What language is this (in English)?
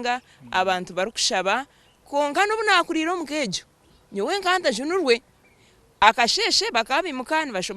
Nyankole